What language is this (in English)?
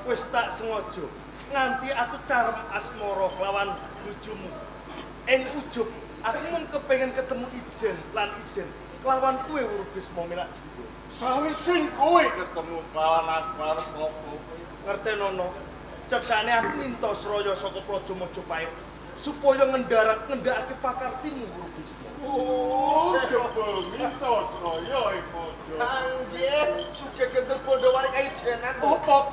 Javanese